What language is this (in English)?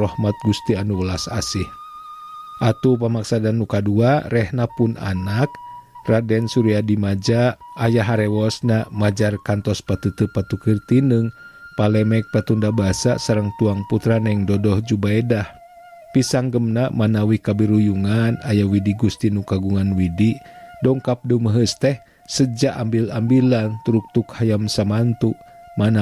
Sundanese